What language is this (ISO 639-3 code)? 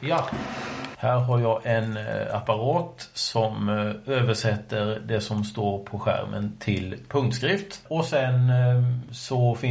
swe